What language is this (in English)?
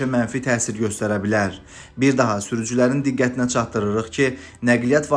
Azerbaijani